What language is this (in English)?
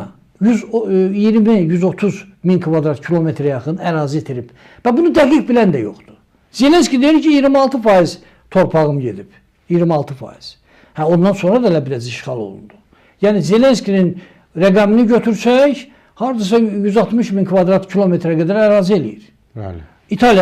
Azerbaijani